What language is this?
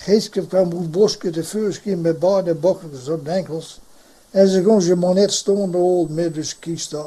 Gronings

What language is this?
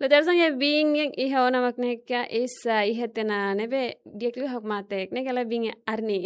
Tetum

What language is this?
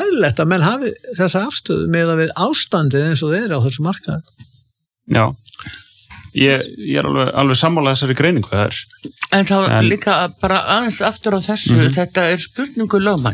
Icelandic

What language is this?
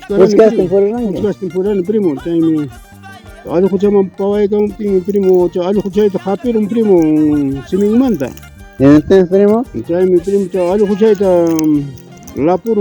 Ayacucho Quechua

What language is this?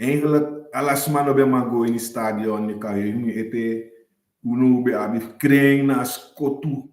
Sranan Tongo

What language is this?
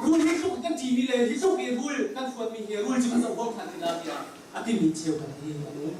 Hakha Chin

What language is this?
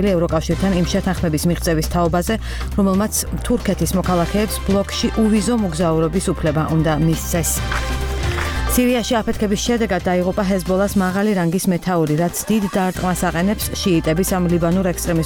Georgian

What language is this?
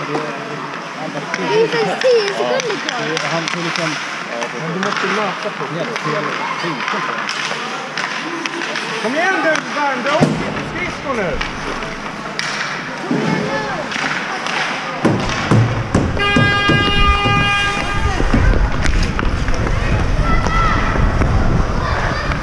Swedish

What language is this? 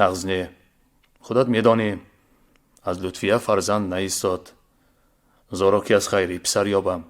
Tajik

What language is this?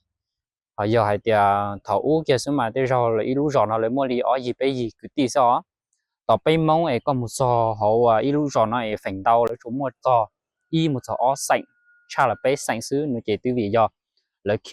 Hmong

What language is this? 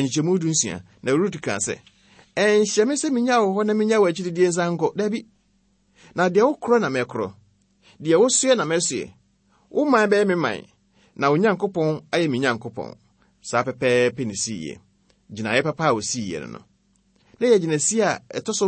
Akan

